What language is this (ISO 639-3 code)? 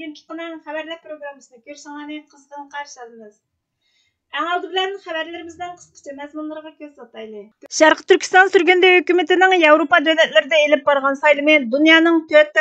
uig